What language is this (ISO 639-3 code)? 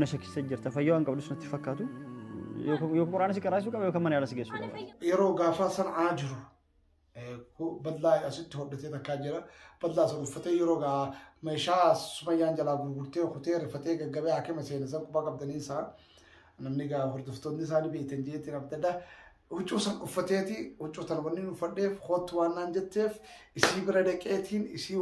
orm